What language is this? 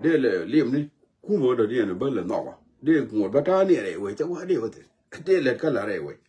Nuer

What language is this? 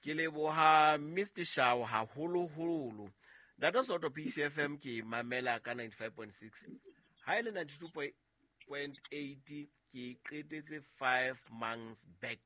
Southern Sotho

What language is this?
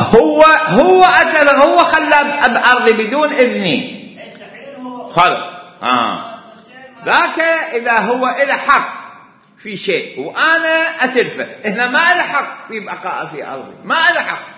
Mesopotamian Arabic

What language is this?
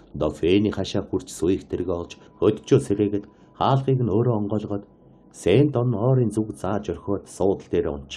Mongolian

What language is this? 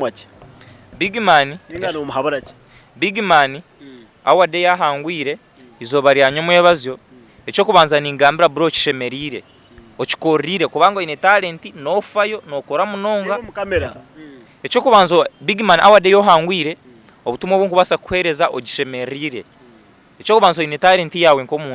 Nyankole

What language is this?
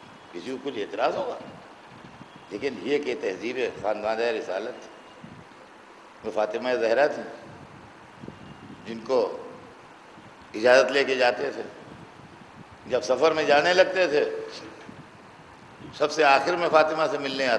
Urdu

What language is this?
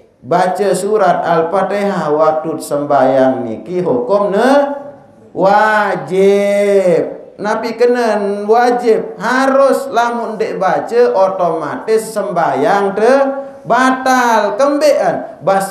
Sasak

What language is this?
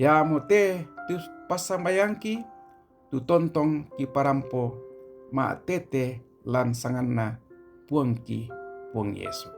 Toraja-Sa'dan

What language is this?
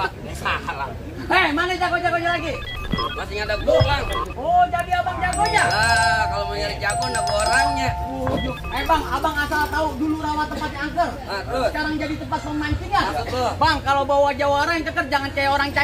Betawi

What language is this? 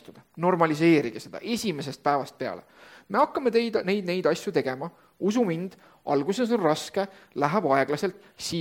Estonian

